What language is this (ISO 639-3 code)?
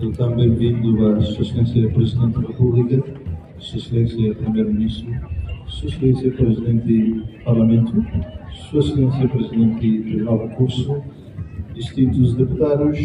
tet